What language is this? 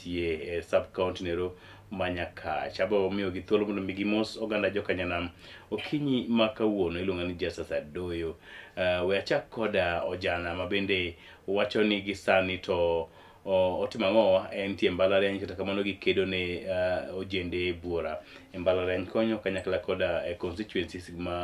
Luo (Kenya and Tanzania)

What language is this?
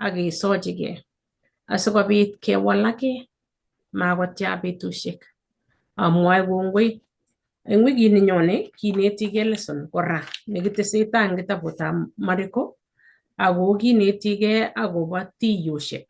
Kalenjin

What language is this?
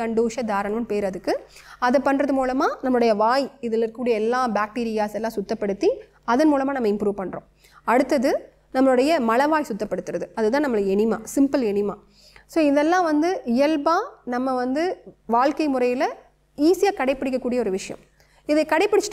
Tamil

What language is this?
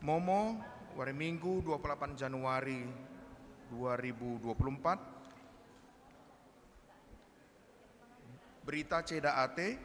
Batak Karo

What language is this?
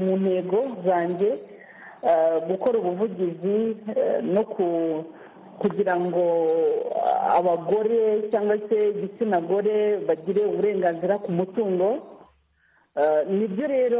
Kinyarwanda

